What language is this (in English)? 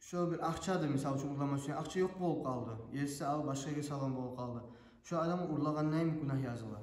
Kumyk